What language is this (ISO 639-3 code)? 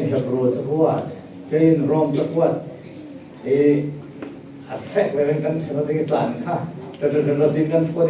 cfm